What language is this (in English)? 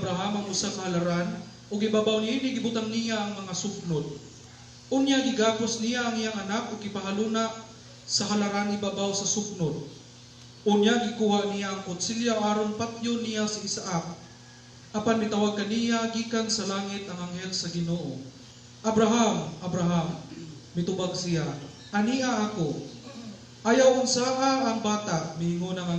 Cebuano